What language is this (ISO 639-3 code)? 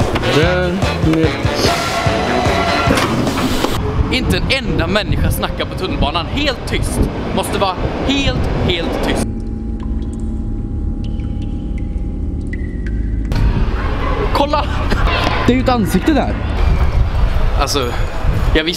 swe